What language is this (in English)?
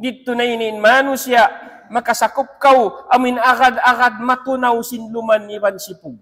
Tausug